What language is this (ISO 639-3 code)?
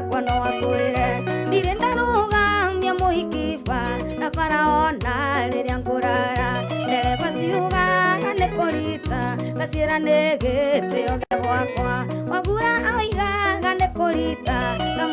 kik